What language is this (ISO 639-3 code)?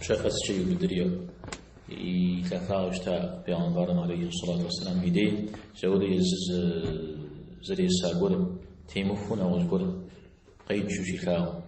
kbd